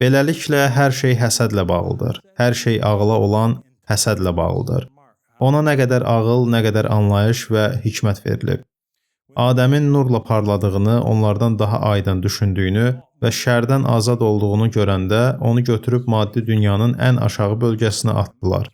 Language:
Azerbaijani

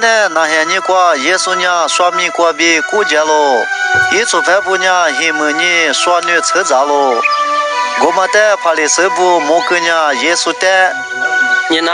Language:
Lisu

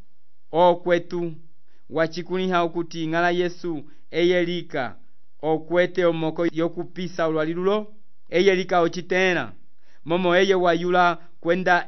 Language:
Umbundu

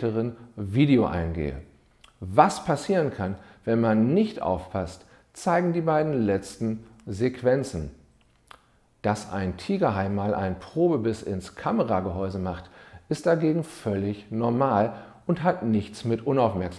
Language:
German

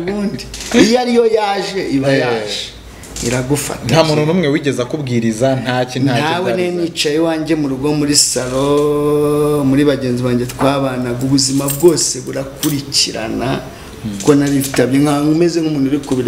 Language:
Kinyarwanda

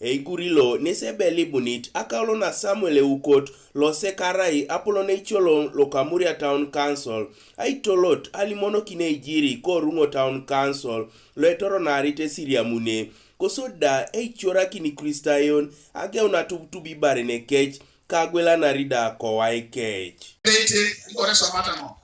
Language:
Teso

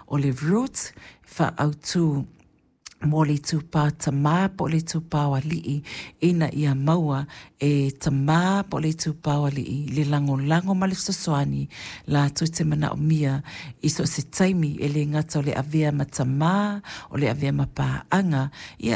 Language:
Samoan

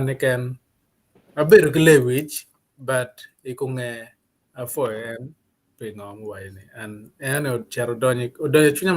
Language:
Acoli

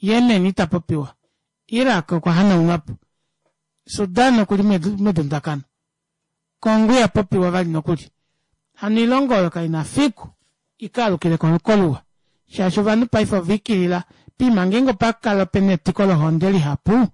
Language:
Kuanyama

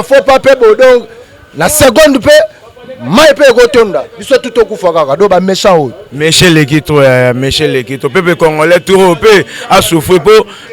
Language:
Lingala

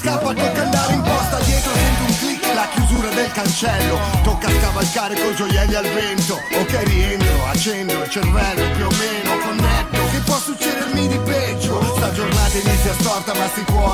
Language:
Italian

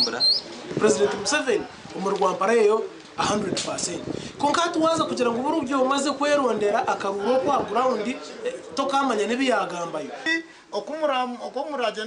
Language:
Nyankole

